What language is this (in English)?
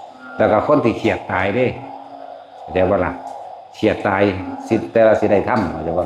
Northeastern Thai